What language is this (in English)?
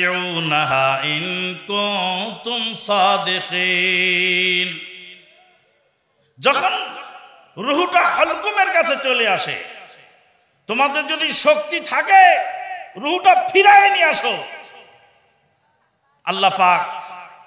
Bangla